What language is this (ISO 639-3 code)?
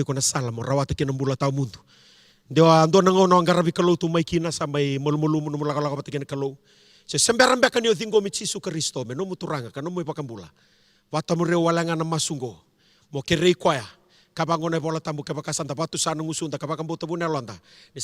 fij